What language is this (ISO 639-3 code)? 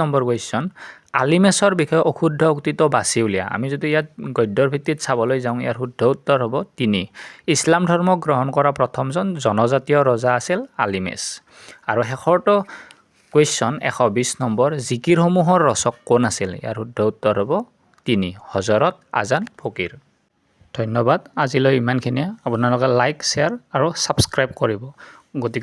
asm